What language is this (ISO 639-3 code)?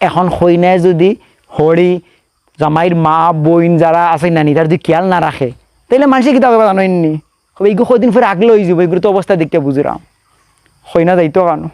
syl